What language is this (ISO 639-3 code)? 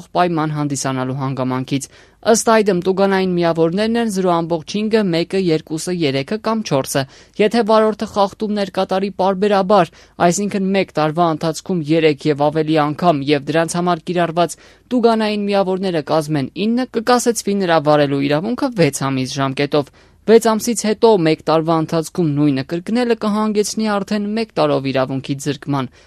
hye